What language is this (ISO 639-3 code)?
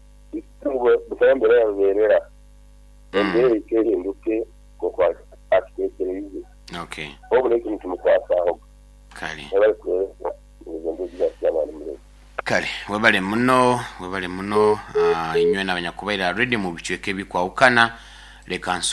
nyo